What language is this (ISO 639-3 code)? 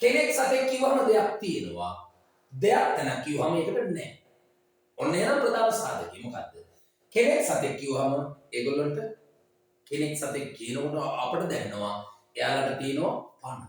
sin